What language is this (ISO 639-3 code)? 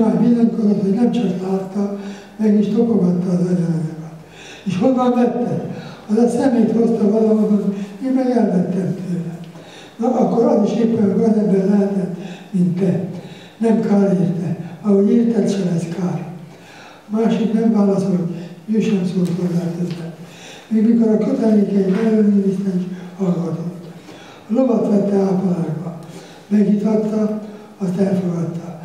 hun